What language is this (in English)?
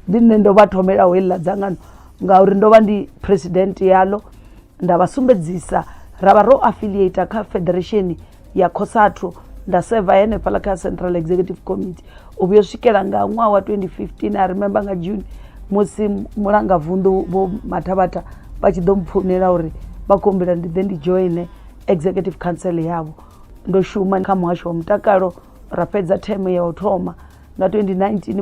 Venda